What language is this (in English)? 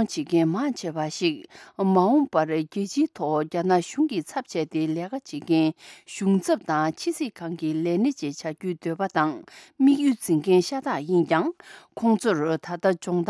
Tibetan